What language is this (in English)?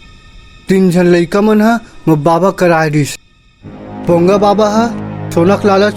Chhattisgarhi